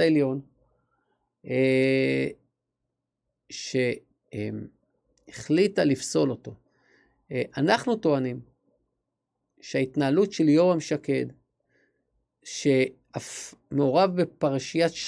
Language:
Hebrew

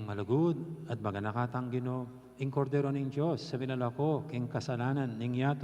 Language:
Pampanga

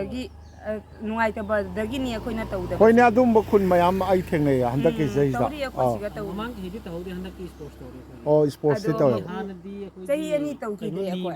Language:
Manipuri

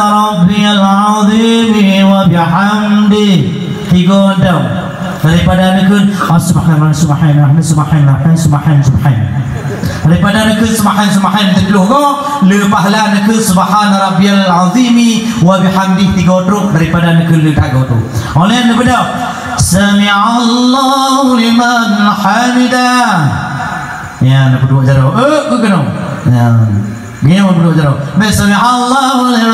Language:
Achinese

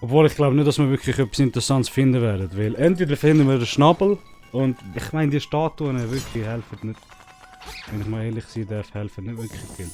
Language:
Swiss German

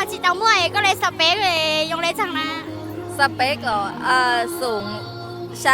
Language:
Hmong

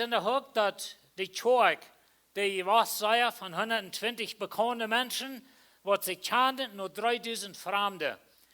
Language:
Plautdietsch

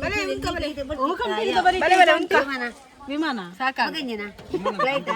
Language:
Tulu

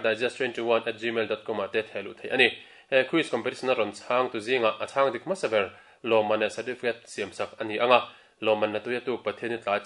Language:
Mizo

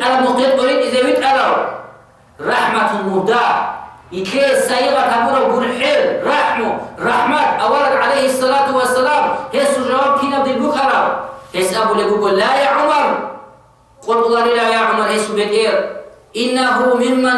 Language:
Avaric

